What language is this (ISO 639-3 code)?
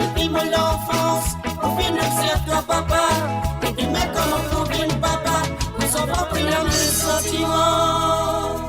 mfe